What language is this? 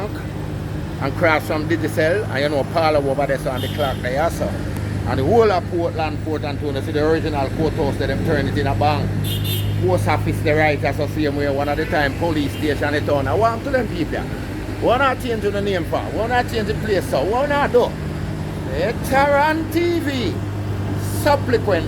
Jamaican Creole English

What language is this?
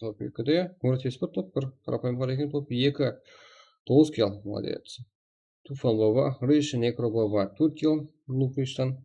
Kara-Kalpak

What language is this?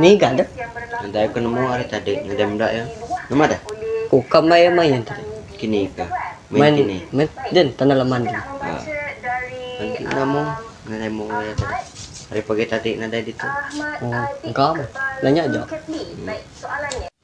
Iban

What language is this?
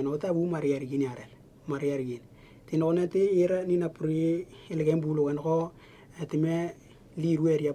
Western Dani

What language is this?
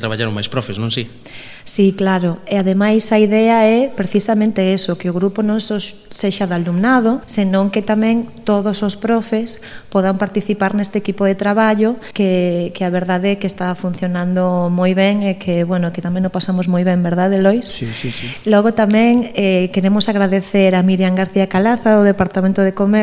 Galician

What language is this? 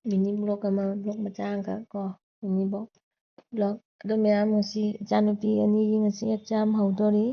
Manipuri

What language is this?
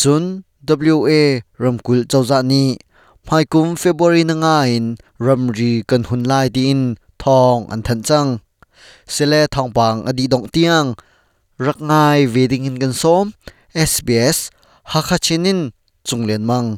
Hakha Chin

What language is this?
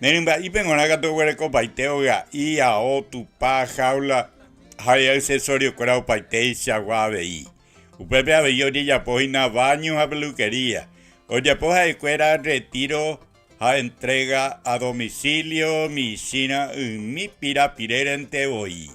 Guarani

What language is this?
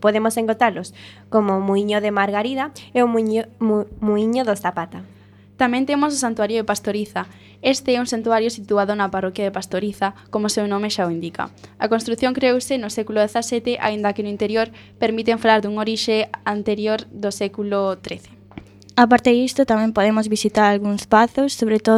Galician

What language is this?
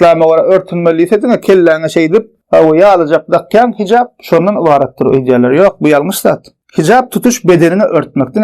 Turkmen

